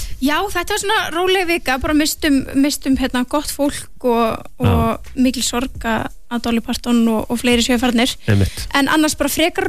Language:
Icelandic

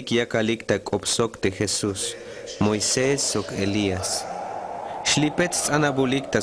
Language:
Tzeltal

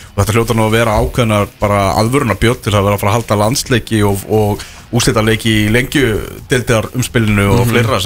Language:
Icelandic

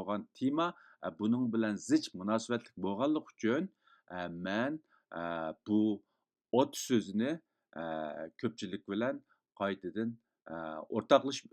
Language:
Uyghur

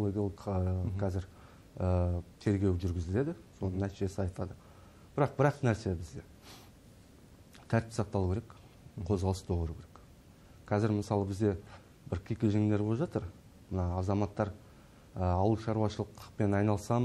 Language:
Kazakh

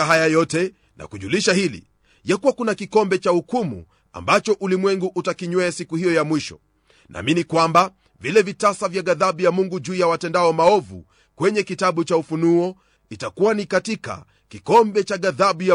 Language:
Swahili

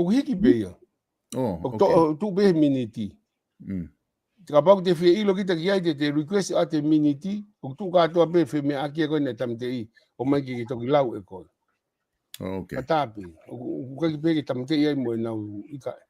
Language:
Tongan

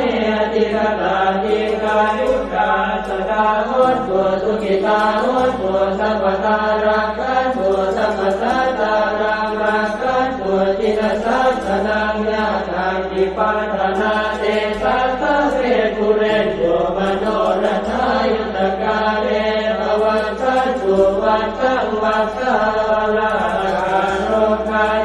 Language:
Pali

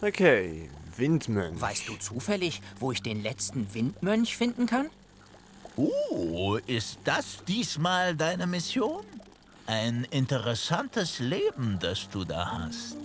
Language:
Swiss German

